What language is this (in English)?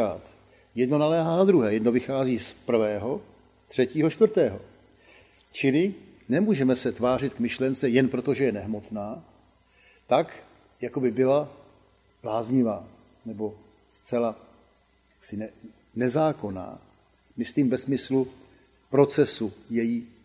Czech